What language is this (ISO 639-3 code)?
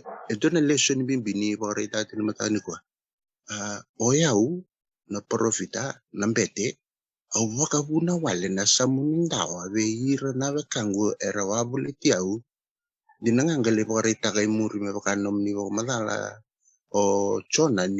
fij